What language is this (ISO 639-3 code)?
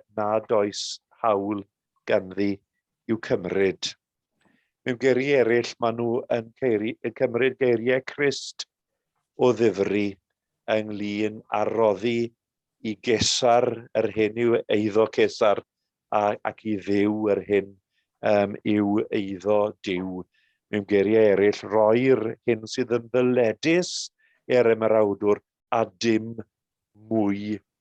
cym